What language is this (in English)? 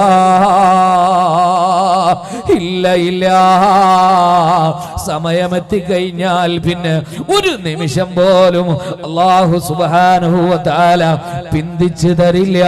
Malayalam